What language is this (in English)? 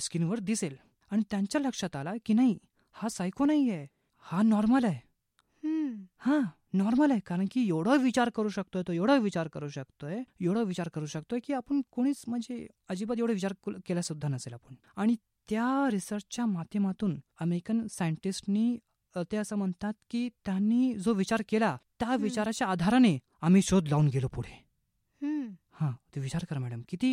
Marathi